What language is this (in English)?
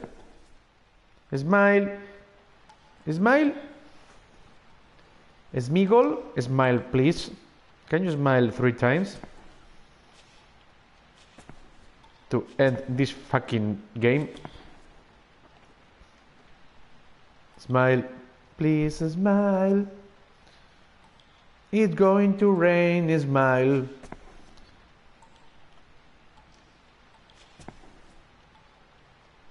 Basque